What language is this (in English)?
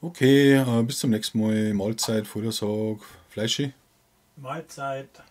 Bavarian